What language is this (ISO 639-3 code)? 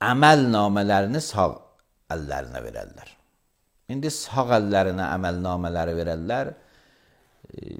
aze